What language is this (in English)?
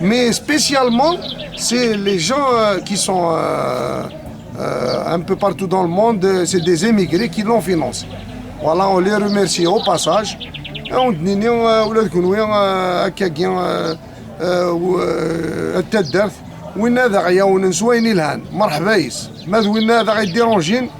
Kabyle